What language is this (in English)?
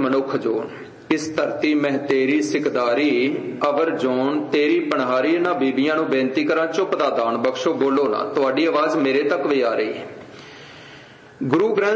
Punjabi